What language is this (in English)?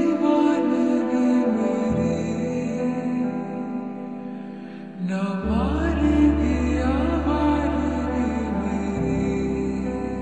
Hindi